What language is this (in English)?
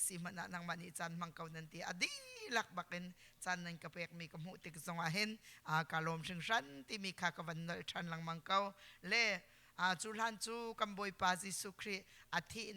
Hakha Chin